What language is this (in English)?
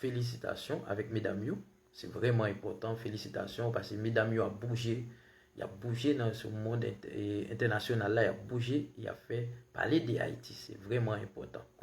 Haitian Creole